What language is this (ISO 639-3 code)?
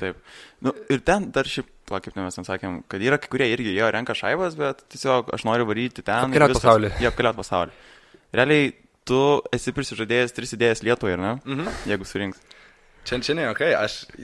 lit